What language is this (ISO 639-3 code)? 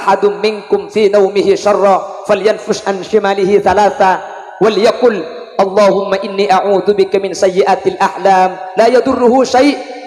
mad